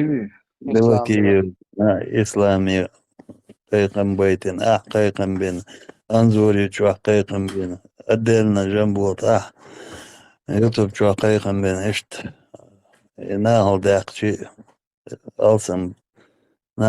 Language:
Chechen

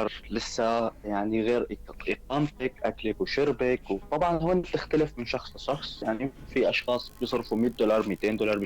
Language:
North Levantine Arabic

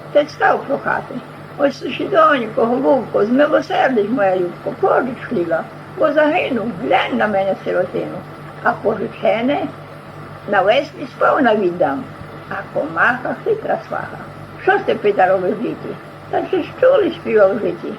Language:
Rusyn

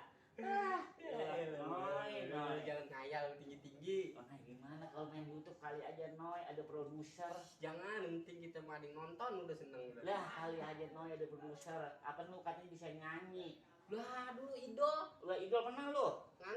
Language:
Betawi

